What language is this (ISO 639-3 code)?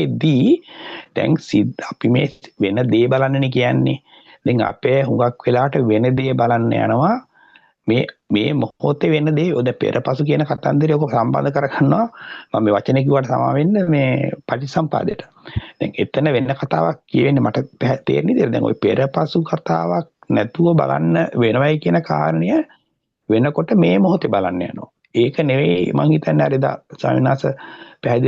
sin